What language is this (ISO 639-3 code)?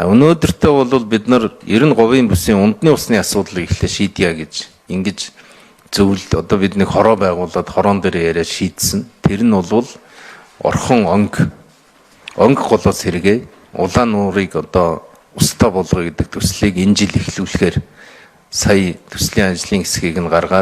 mon